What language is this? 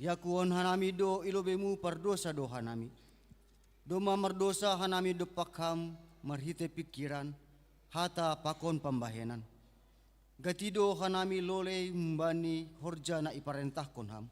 Batak Simalungun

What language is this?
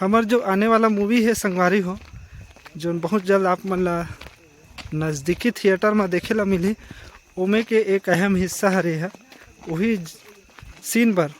Chhattisgarhi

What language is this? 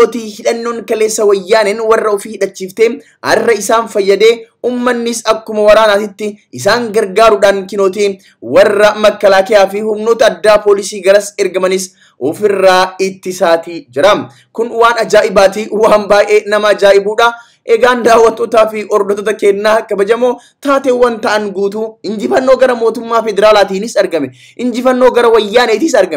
Oromo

